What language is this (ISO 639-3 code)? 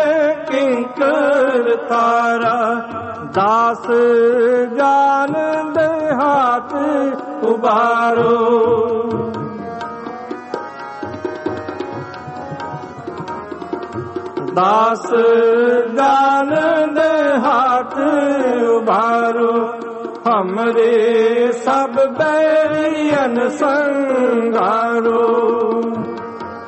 pan